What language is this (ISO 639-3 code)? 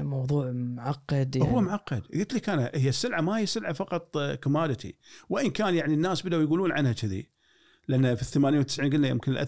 afb